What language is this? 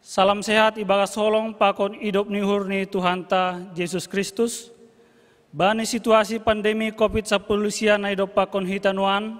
Batak Simalungun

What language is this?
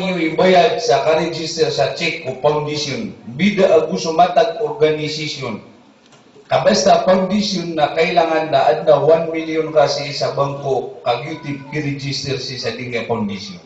Maranao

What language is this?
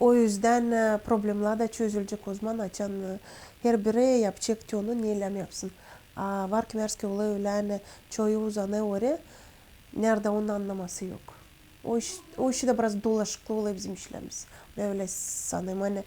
Gagauz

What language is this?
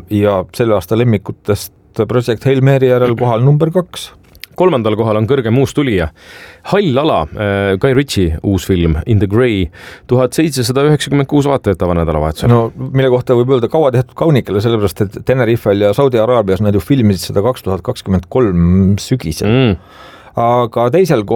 Estonian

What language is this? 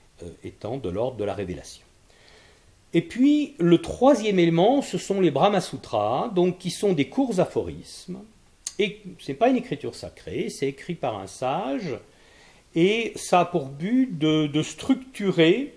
French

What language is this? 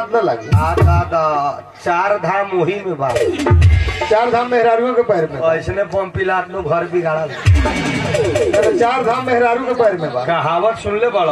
Bhojpuri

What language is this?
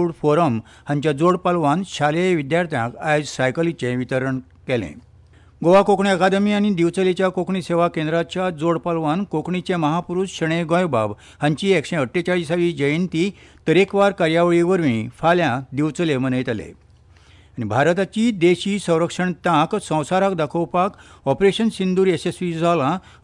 Konkani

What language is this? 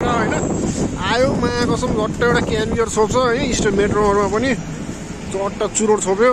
Nepali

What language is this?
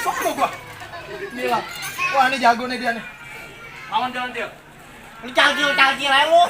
Betawi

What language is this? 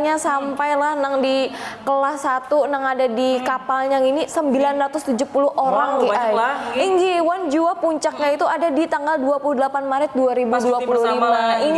Banjar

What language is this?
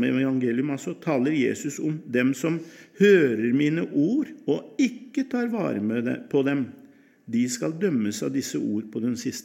Norwegian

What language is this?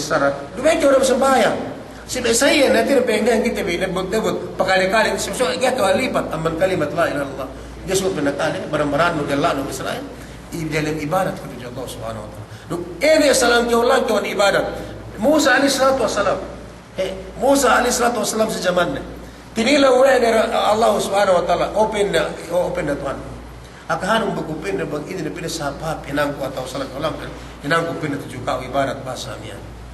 Yakan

